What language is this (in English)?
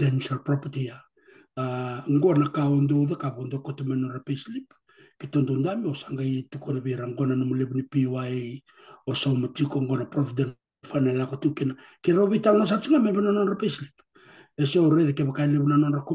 Fijian